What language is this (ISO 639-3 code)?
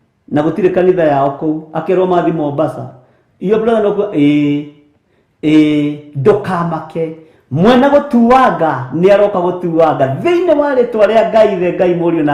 kik